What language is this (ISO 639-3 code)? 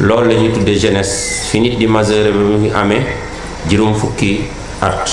wol